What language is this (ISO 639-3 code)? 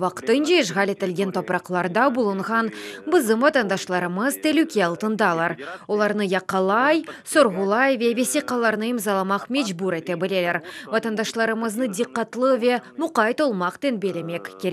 crh